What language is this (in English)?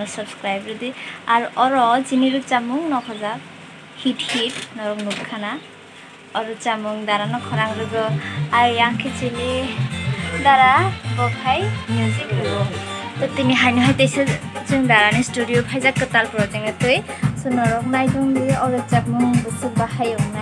Kok Borok